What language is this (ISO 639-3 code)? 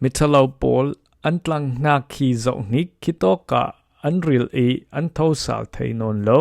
cfm